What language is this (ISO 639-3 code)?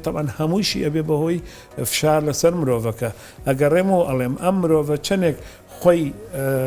ckb